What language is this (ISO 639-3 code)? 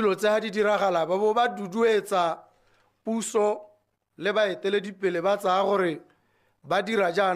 tsn